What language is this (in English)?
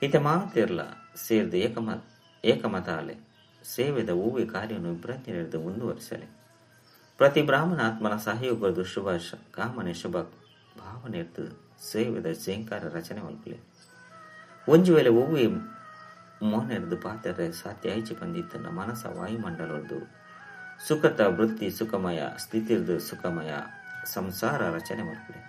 Tulu